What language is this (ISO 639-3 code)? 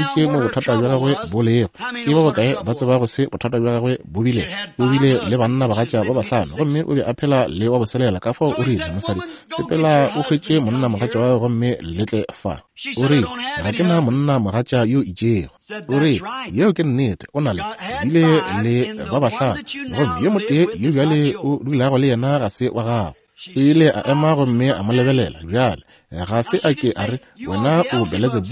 nso